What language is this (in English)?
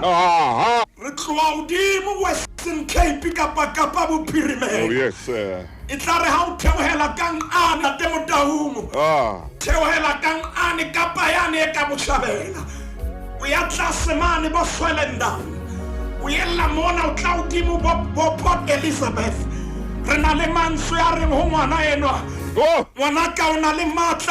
Southern Sotho